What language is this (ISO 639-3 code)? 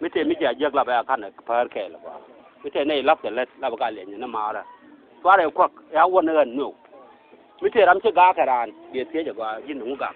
nus